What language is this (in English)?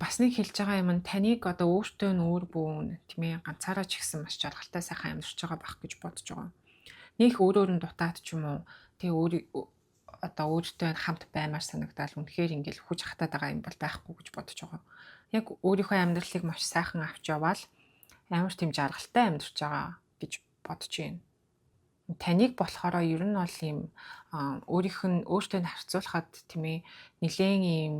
Mongolian